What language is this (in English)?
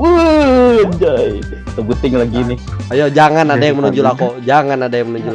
Banjar